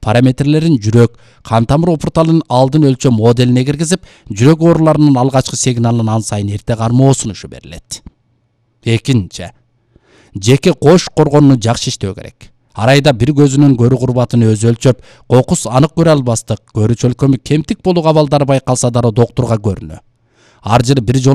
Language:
Kyrgyz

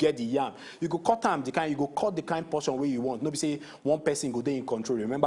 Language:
Nigerian Pidgin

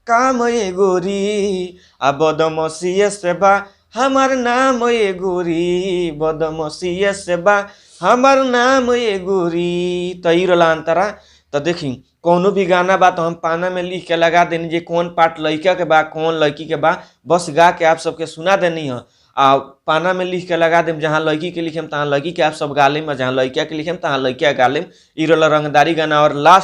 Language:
Bhojpuri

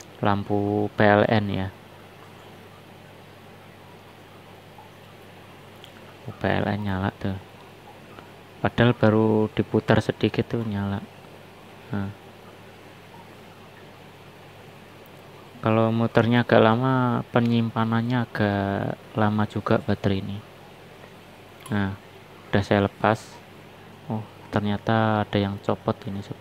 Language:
Indonesian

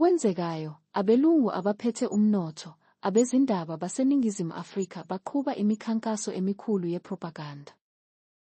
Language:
Zulu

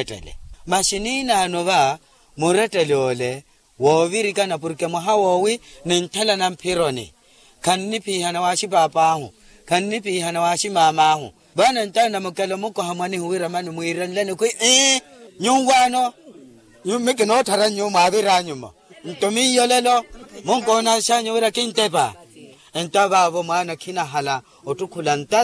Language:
Makhuwa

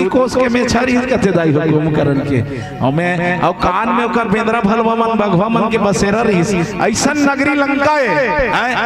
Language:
Chhattisgarhi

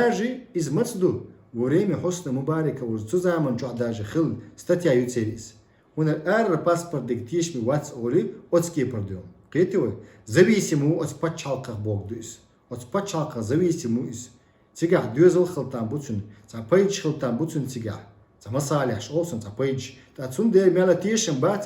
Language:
Chechen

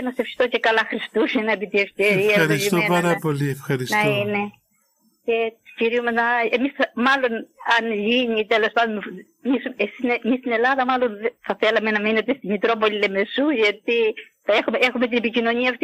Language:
Greek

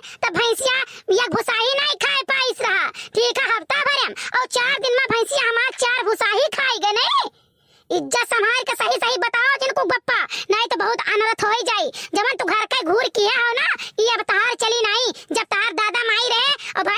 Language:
Awadhi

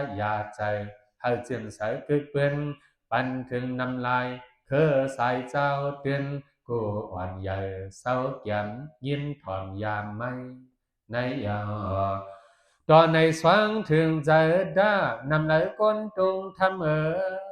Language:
Shan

